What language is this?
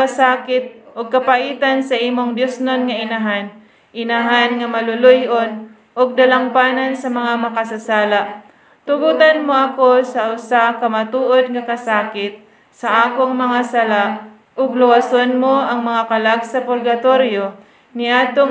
Cebuano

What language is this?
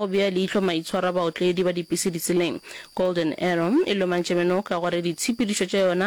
Northern Sotho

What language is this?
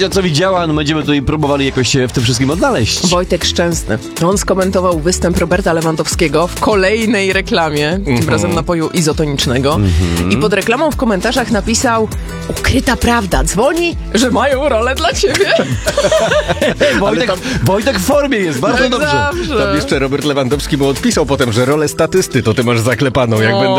Polish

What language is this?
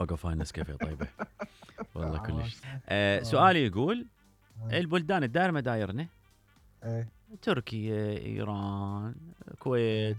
Mesopotamian Arabic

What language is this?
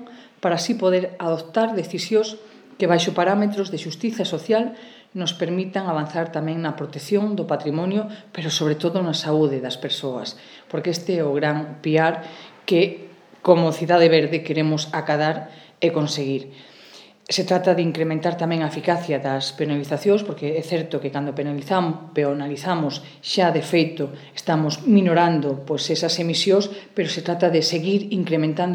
Galician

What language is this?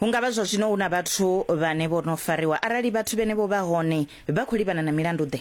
Venda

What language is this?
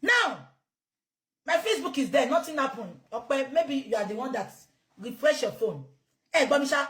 Yoruba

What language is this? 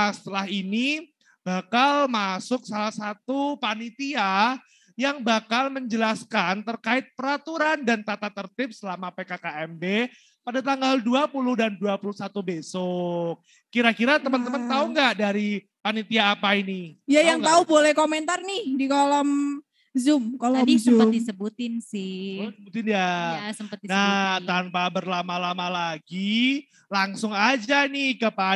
Indonesian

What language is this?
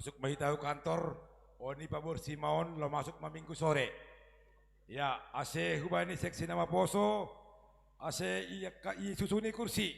Batak Simalungun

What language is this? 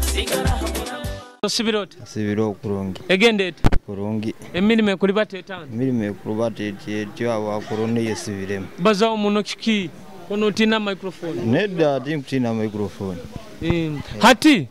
Nyoro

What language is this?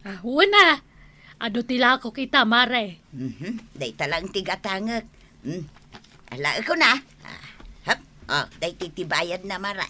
Iloko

